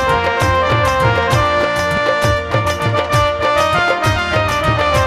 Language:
Bangla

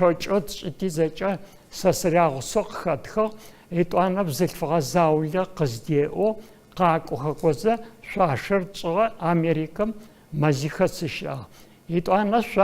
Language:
Adyghe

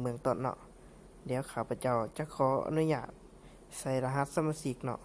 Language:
Lao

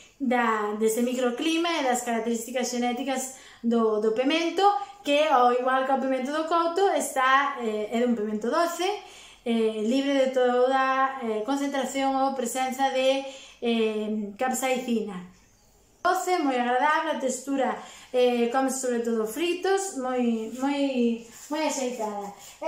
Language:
Galician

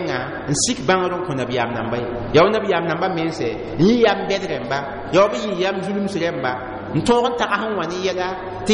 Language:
Mossi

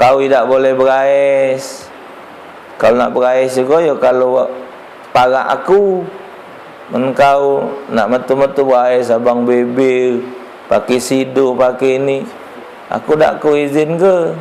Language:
Musi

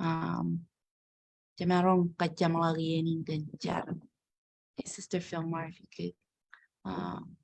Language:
Marshallese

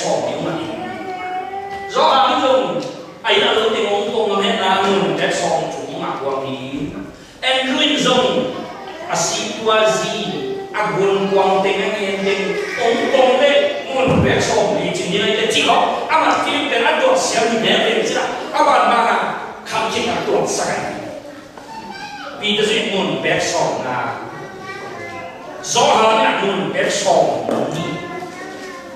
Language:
Vietnamese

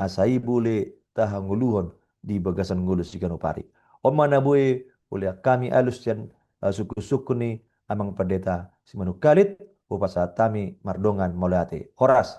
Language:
Batak Toba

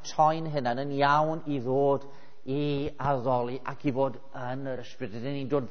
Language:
Welsh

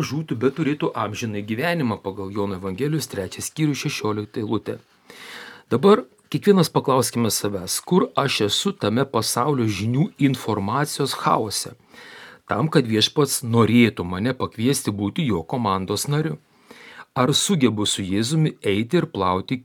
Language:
Lithuanian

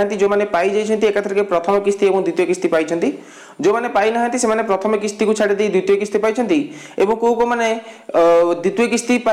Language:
Odia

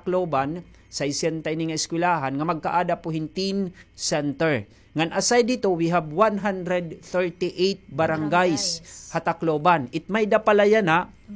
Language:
Waray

